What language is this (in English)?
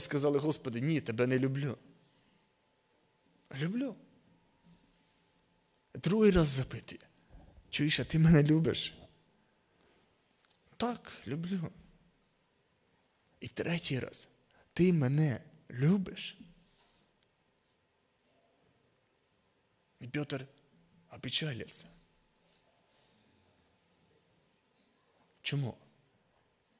Ukrainian